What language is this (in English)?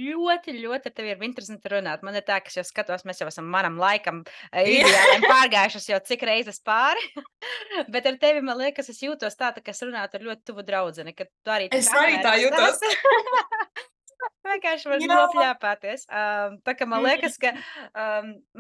Latvian